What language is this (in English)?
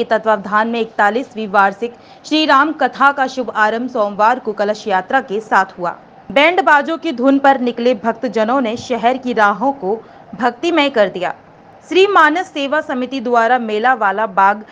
Hindi